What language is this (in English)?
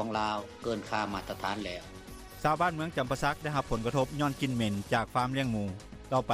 Lao